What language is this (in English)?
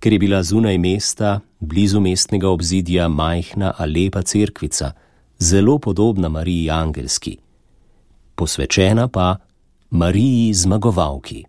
Slovenian